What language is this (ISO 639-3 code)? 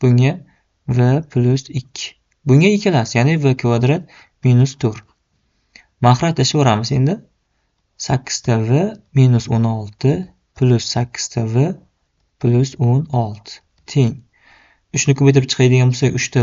uzb